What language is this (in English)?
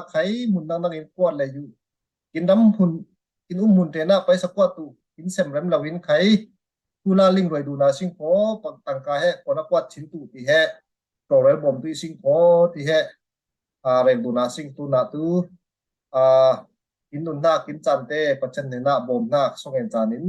Falam Chin